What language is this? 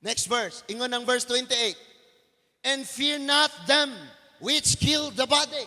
Cebuano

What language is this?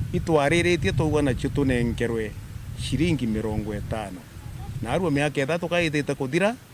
Meru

